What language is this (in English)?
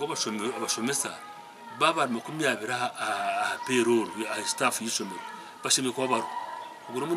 Nyankole